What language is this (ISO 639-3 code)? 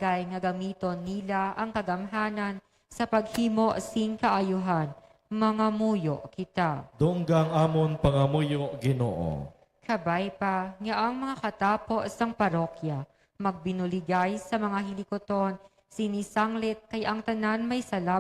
hil